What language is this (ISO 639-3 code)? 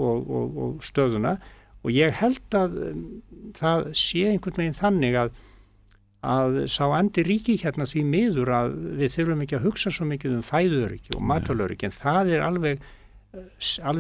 isl